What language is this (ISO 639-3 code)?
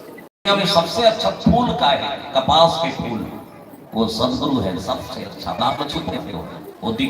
hne